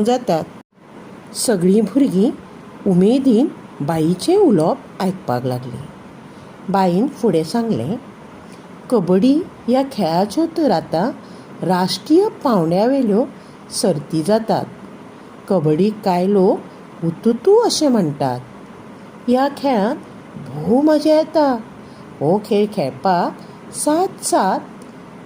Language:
Konkani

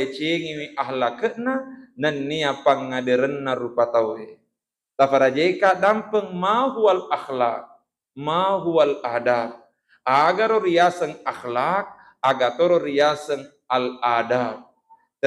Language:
Buginese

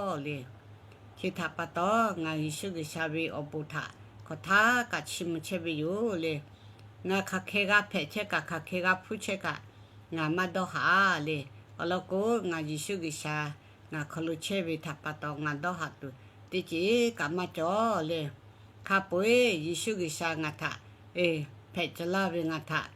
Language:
Lahu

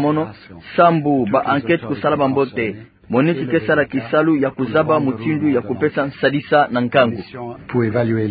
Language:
Kituba (Democratic Republic of Congo)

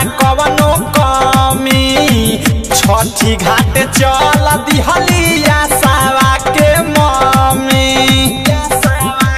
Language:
Bhojpuri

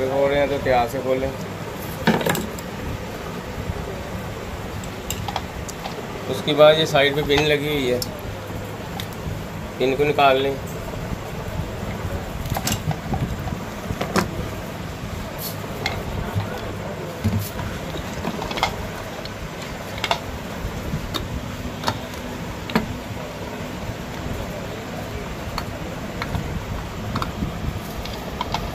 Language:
Hindi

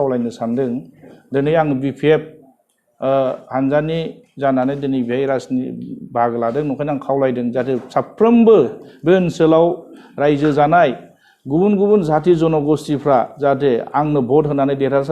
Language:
Bodo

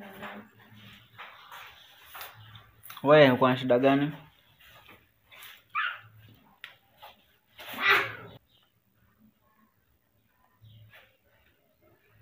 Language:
Swahili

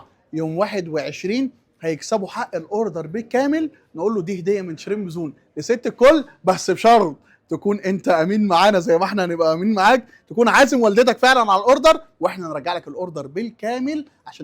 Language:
Egyptian Arabic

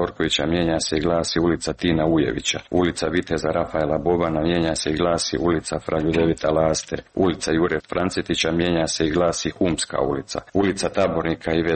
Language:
Croatian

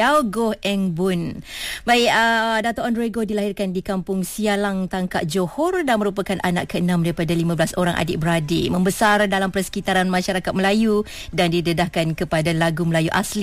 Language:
Malay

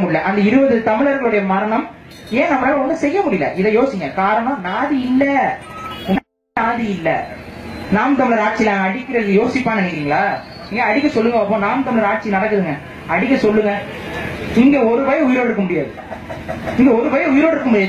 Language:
Tamil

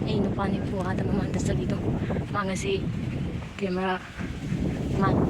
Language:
Manipuri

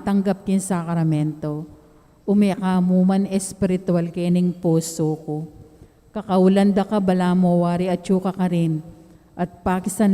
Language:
Pampanga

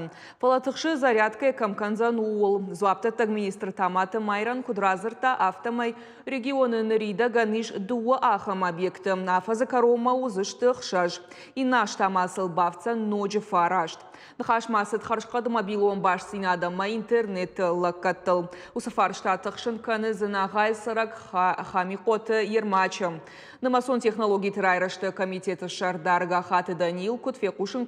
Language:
Ossetic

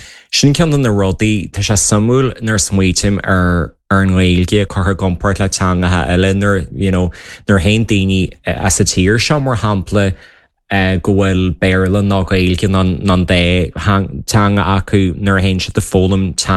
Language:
Irish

